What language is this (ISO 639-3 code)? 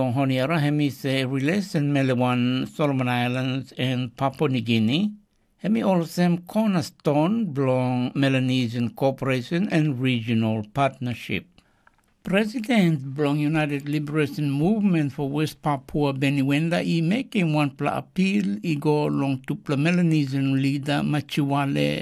tpi